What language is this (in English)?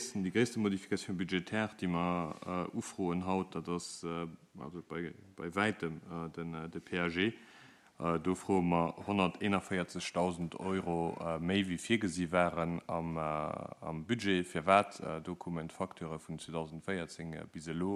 Luxembourgish